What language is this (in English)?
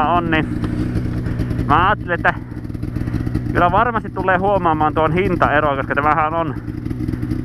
Finnish